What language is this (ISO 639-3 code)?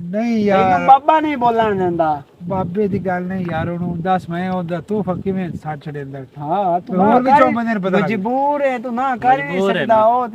lah